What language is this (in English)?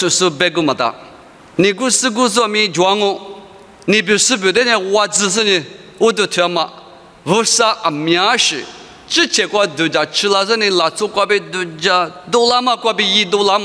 Lisu